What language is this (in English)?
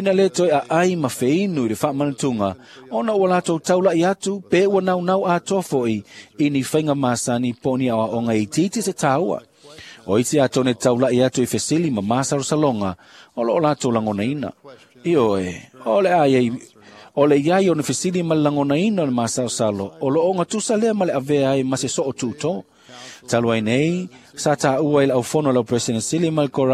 Samoan